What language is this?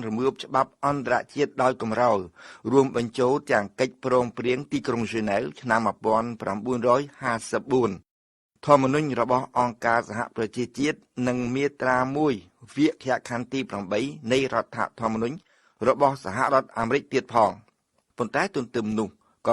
Khmer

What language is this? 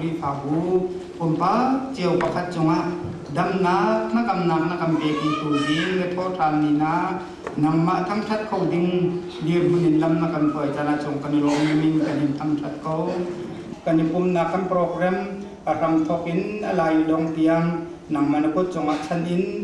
Hakha Chin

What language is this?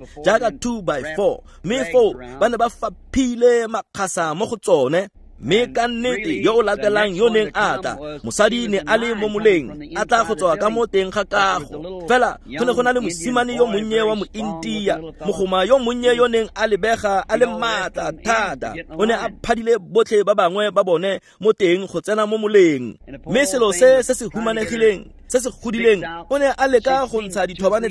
Tswana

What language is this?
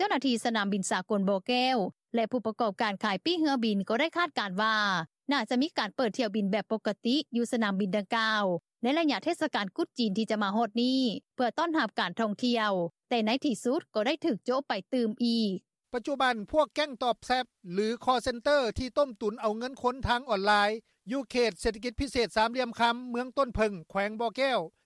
Lao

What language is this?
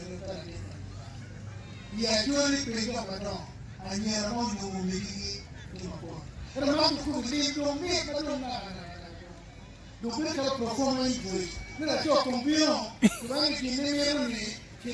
Acoli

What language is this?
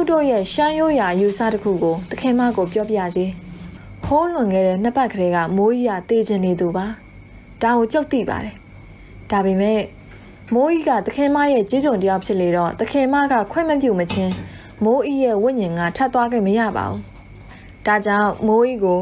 Burmese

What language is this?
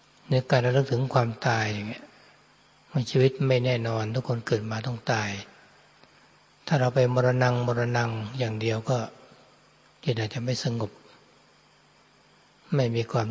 Thai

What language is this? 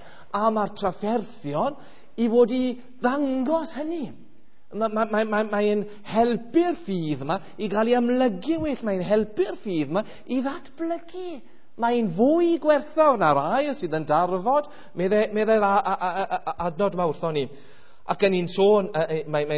Welsh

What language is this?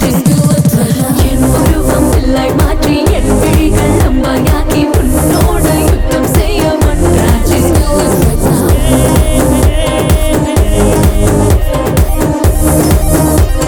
Tamil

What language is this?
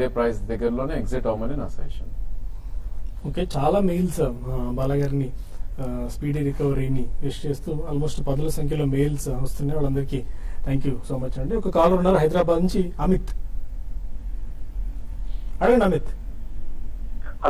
Telugu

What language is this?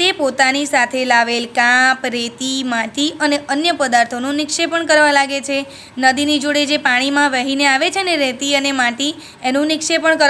Gujarati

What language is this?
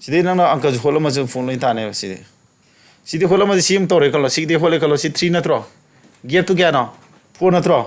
Manipuri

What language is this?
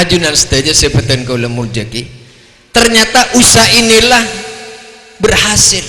Madurese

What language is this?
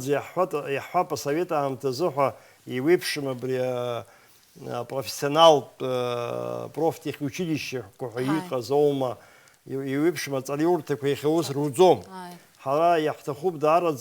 Abkhazian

